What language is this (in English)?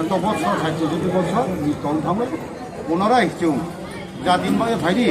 Riang (India)